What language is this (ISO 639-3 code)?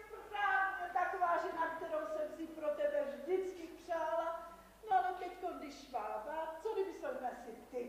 ces